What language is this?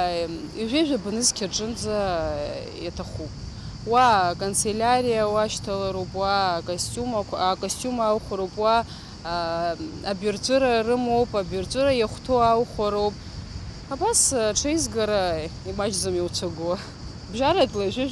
Abkhazian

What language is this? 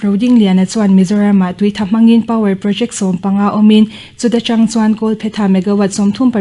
Mizo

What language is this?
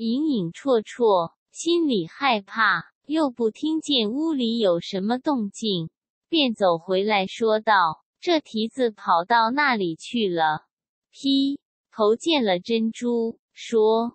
Chinese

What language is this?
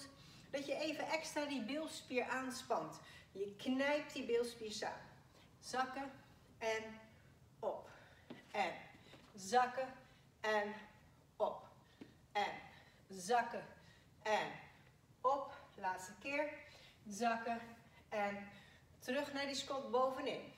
Dutch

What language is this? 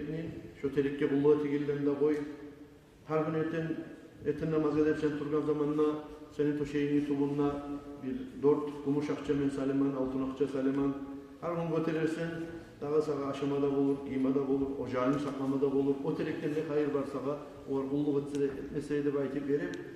Kumyk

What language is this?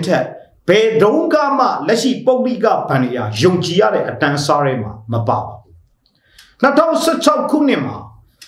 Burmese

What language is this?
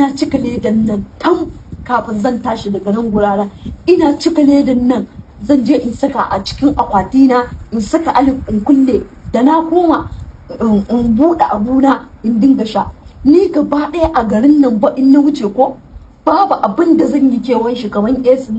Hausa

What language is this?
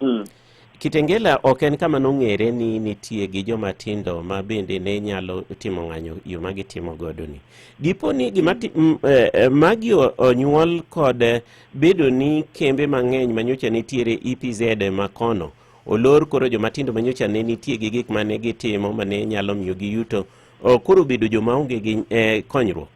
Luo (Kenya and Tanzania)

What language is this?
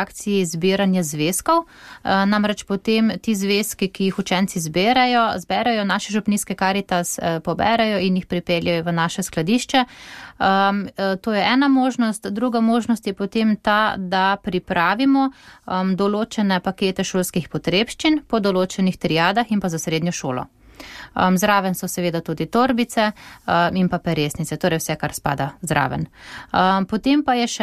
Slovenian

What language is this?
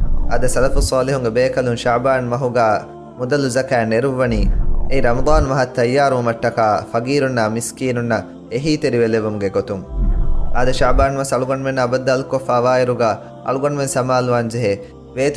Divehi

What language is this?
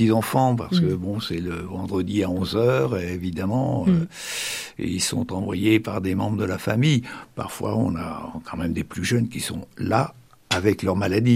French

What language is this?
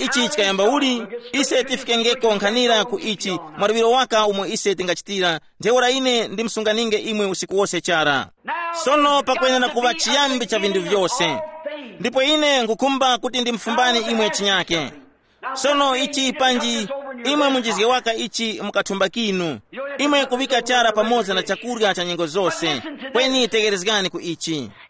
Tumbuka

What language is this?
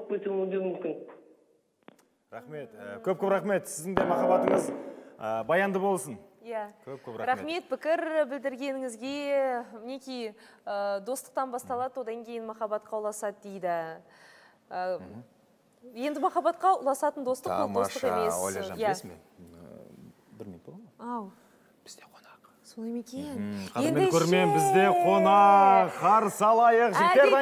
Kazakh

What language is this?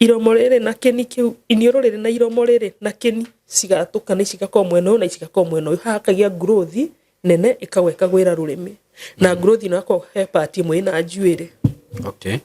Kikuyu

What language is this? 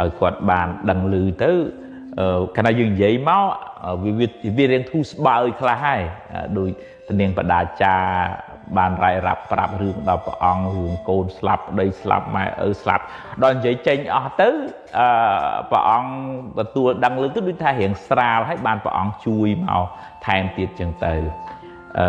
Khmer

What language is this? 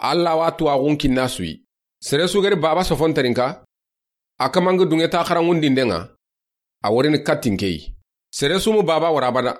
Soninke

